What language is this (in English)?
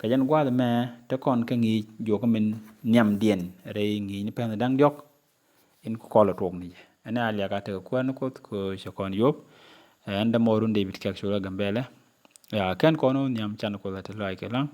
Nuer